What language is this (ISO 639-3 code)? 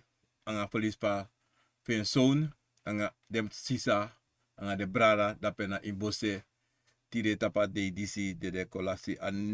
srn